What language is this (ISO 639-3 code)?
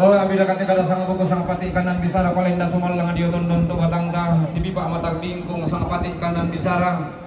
sda